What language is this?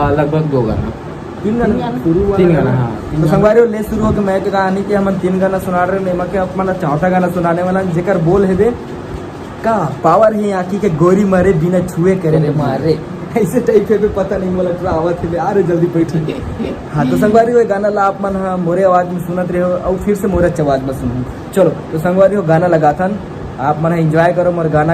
Chhattisgarhi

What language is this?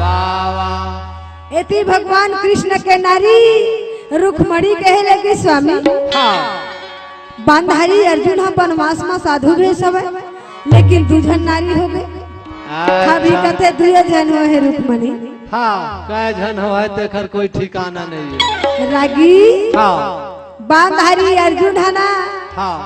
Chhattisgarhi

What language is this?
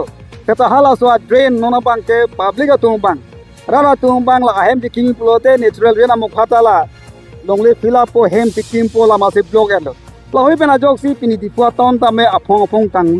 Karbi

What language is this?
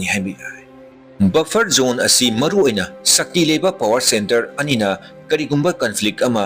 Manipuri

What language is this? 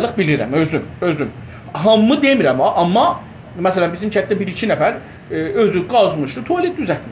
South Azerbaijani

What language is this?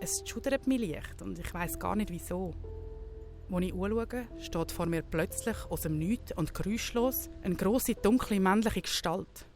Swiss German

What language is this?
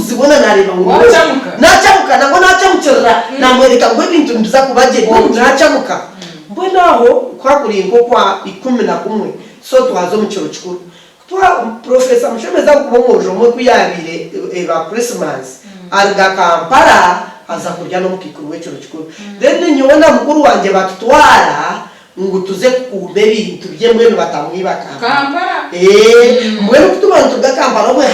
Nyankole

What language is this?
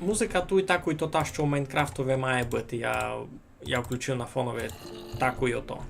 Rusyn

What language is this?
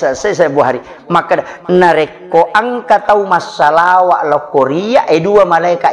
Buginese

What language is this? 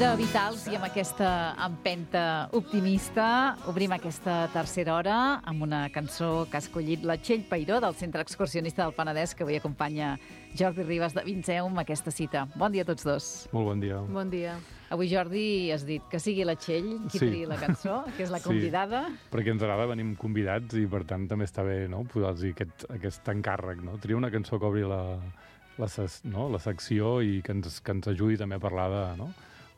Catalan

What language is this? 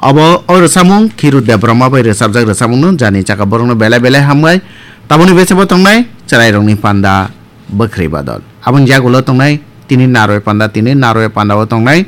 Kok Borok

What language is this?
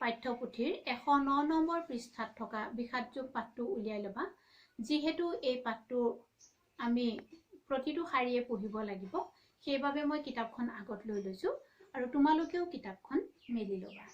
Assamese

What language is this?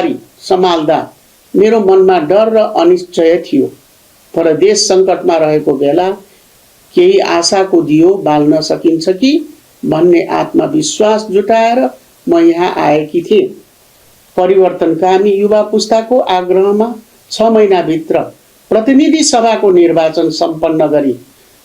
Nepali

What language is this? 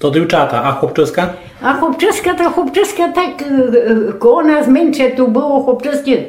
Rusyn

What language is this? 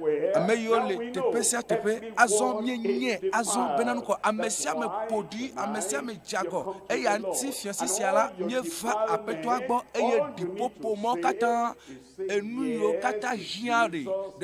Ewe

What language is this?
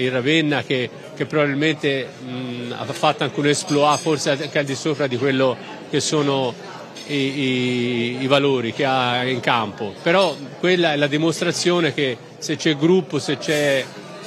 Italian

